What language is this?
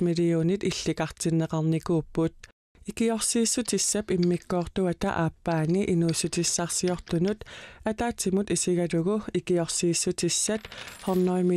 Kalaallisut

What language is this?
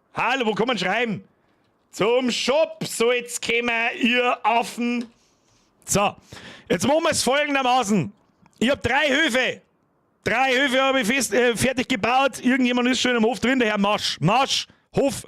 Bavarian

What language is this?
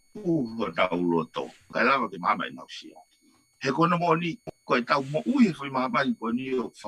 Tongan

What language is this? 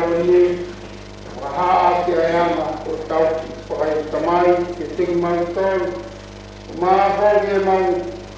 Tongan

